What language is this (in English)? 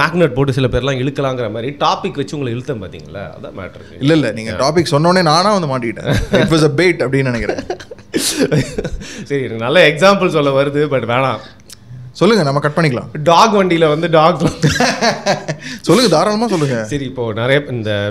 Tamil